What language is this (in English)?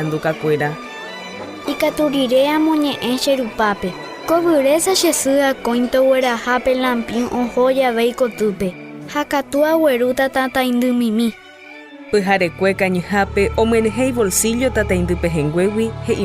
Guarani